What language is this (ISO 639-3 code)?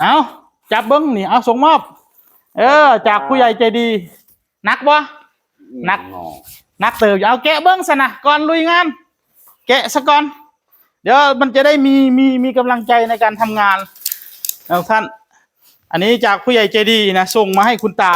tts